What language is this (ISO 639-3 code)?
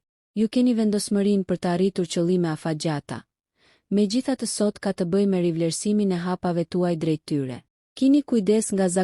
sqi